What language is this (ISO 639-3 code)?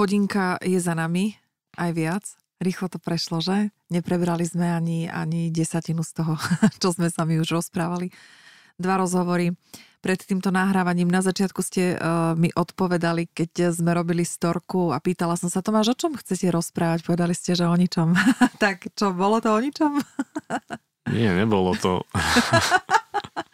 slk